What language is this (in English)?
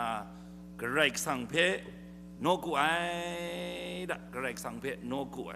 Kachin